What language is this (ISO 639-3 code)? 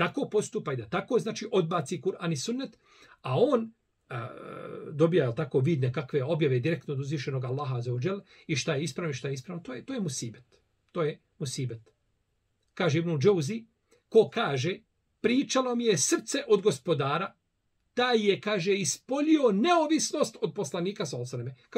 bos